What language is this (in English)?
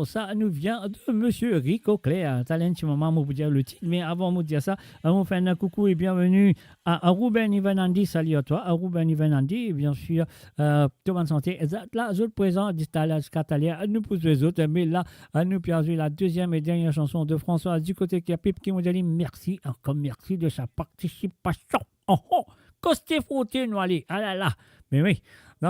Morisyen